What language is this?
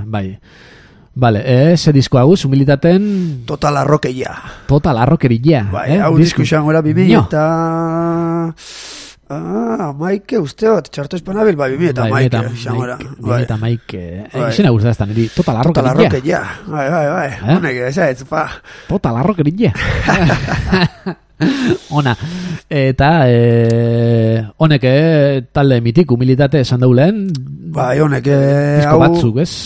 Basque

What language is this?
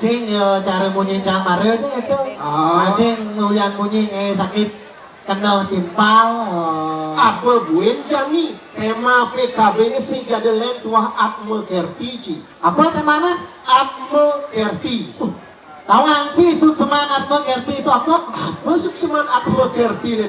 Balinese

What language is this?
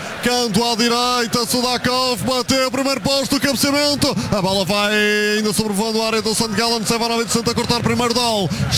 Portuguese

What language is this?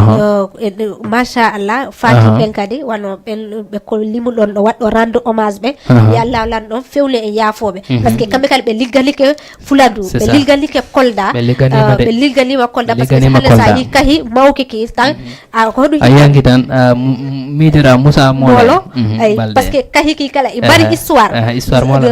Fula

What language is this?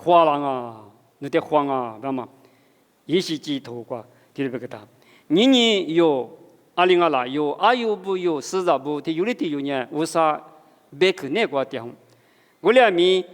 Lisu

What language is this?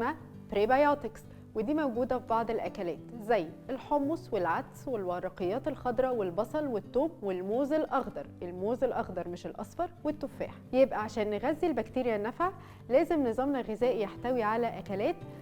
Egyptian Arabic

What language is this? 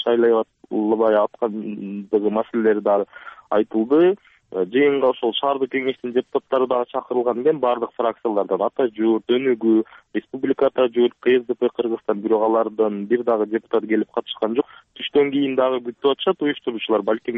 Kyrgyz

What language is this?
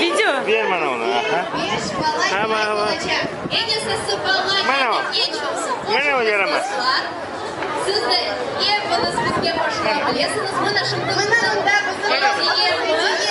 Crimean Tatar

